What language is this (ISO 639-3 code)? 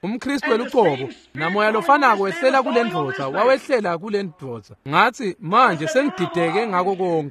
ssw